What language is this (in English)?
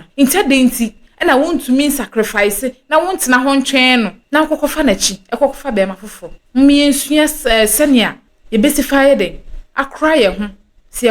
Akan